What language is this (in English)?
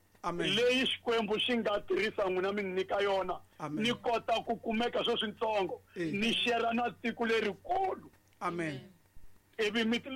Tsonga